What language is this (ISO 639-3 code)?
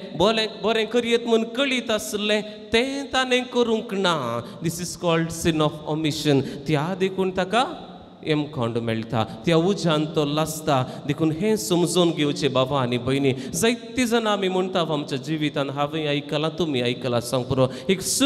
kok